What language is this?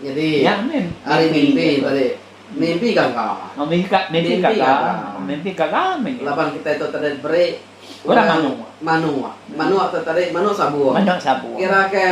Iban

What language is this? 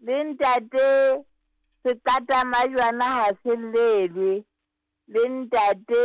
Southern Sotho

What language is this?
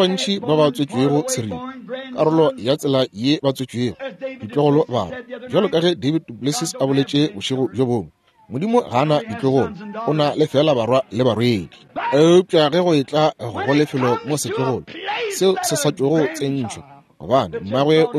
Northern Sotho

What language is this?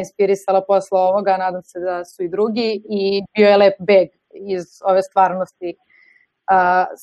Serbian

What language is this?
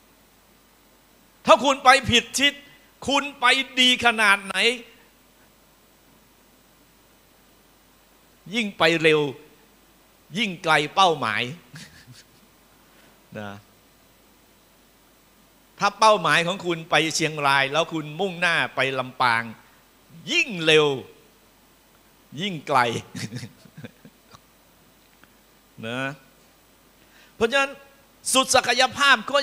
Thai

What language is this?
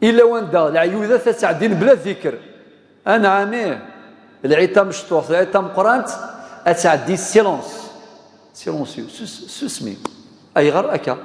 Kabyle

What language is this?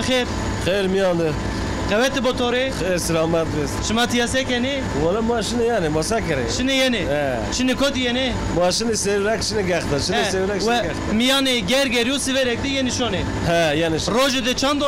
Zaza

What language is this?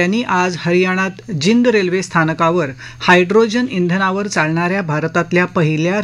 Marathi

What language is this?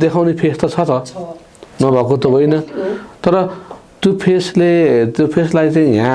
Nepali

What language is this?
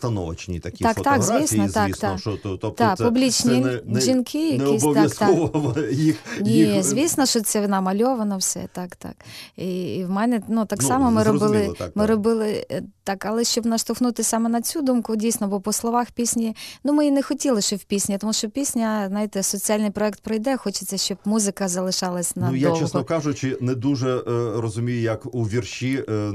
Ukrainian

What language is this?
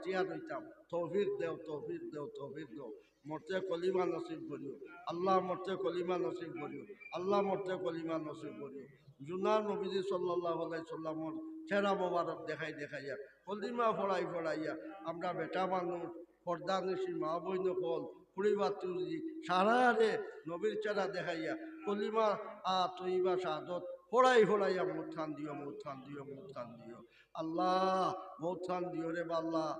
Sylheti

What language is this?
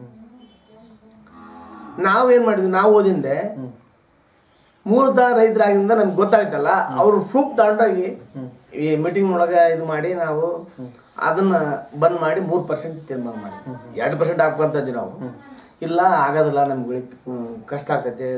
Kannada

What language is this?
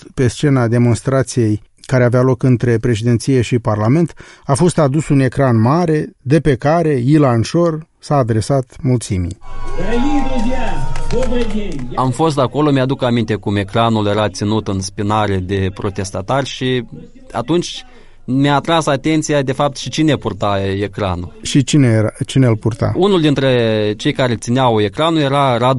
Romanian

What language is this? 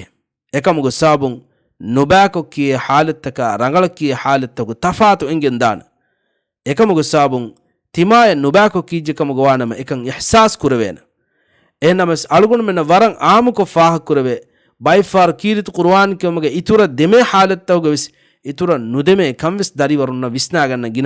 Divehi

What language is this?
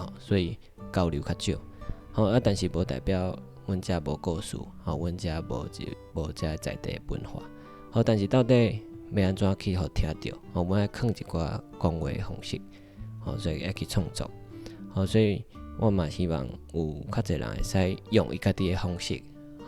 Min Nan Chinese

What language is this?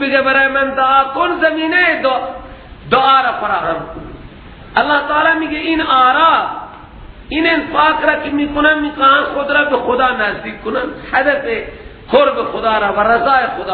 Persian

